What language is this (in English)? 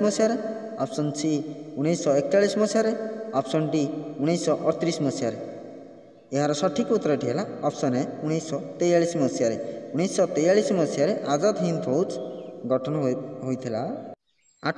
Odia